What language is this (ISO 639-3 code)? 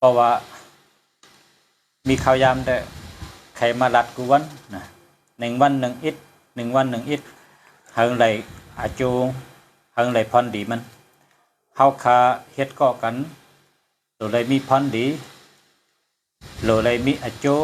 shn